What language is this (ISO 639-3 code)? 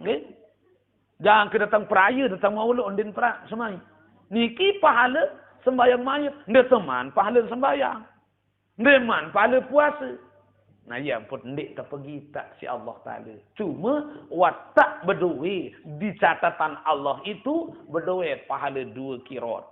sas